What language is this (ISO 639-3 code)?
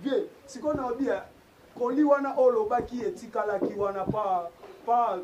lin